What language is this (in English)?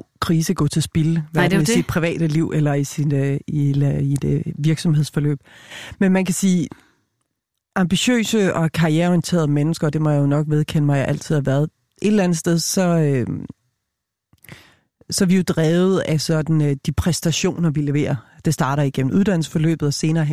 Danish